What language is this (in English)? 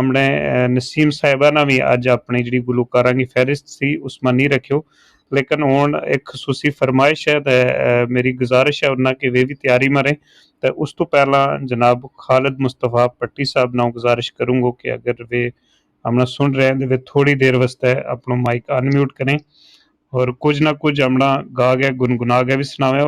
Gujari